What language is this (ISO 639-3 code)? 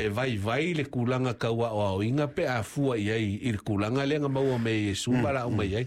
smo